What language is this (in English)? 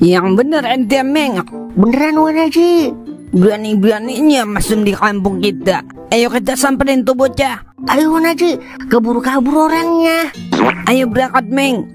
Betawi